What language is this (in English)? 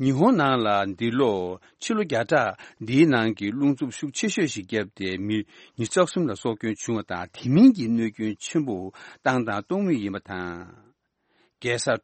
Tibetan